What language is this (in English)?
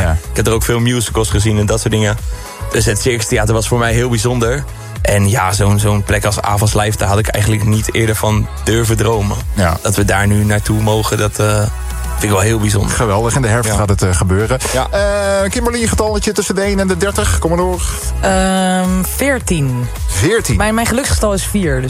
Dutch